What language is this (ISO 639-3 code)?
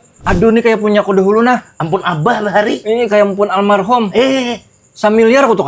bjn